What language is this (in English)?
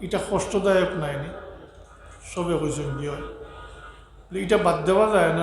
Sylheti